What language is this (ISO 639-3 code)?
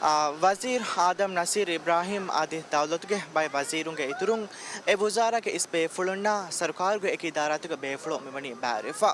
div